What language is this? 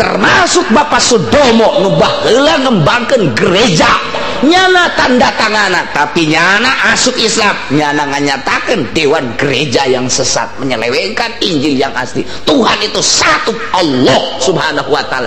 Sundanese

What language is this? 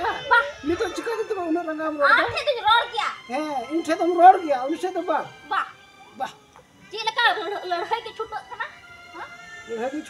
Santali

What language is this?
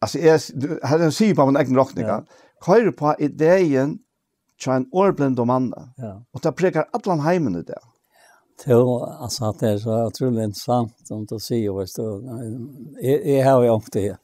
Faroese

